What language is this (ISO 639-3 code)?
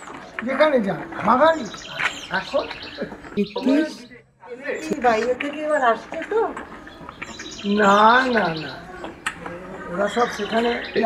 ben